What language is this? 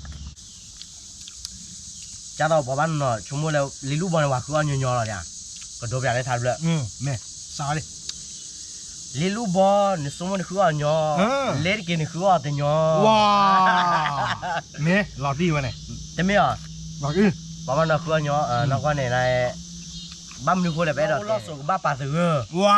S'gaw Karen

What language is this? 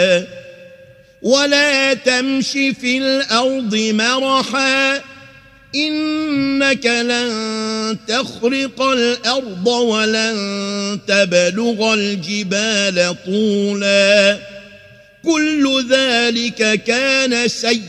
Arabic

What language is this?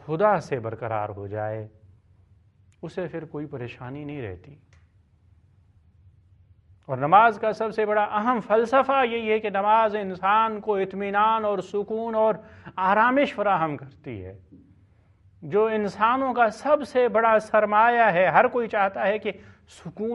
Urdu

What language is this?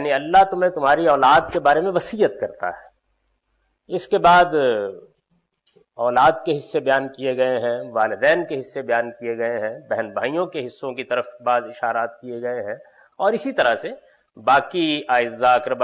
Urdu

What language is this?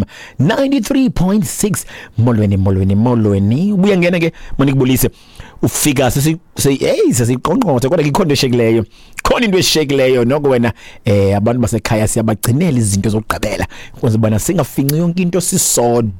Xhosa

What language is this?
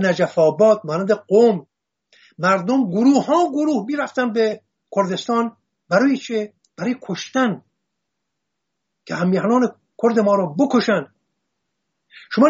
Persian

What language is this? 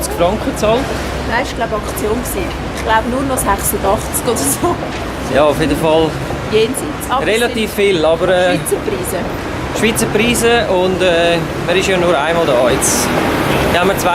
Swiss German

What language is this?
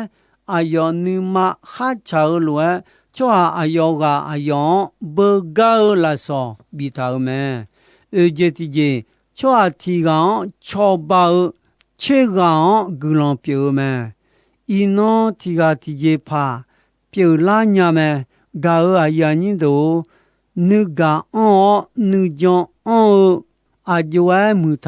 Akha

